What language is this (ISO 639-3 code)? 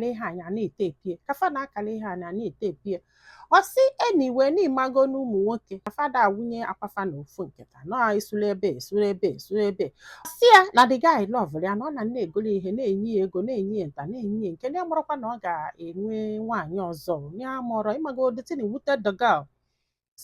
ibo